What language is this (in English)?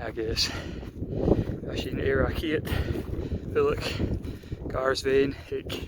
Scottish Gaelic